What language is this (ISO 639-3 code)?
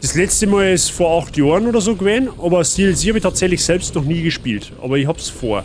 bar